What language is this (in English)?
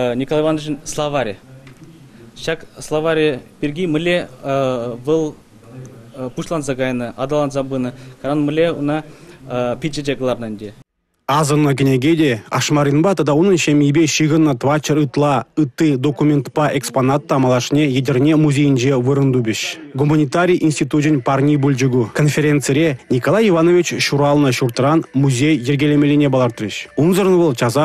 Chuvash